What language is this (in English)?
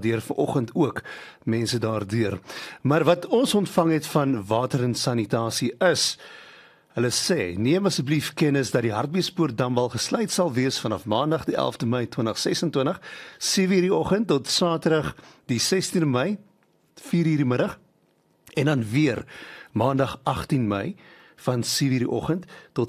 Afrikaans